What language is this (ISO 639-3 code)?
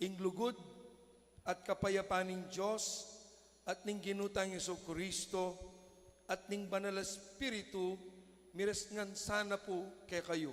pam